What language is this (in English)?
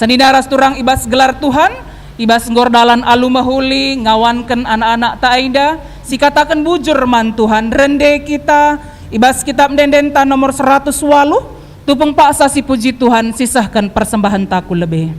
Batak Karo